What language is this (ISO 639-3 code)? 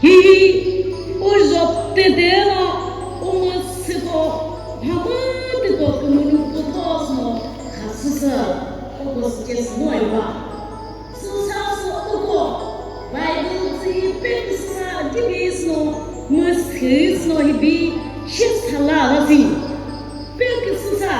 nri